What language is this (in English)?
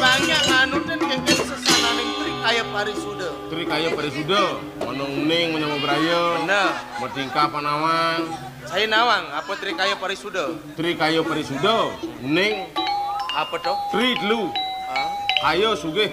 Balinese